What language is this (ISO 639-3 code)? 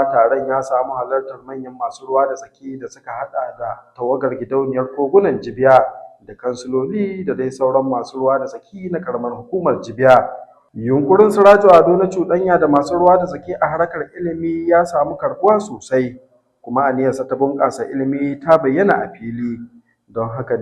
hau